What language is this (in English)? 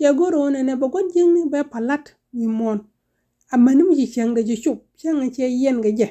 Nuer